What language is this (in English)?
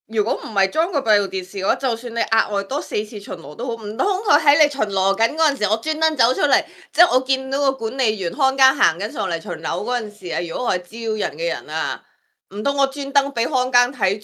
Cantonese